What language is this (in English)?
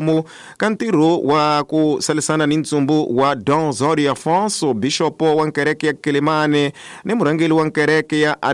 Tsonga